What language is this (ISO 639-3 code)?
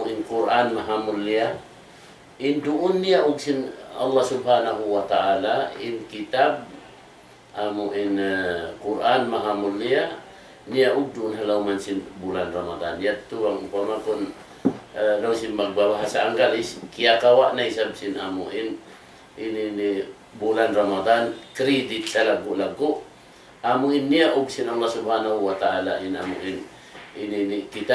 tsg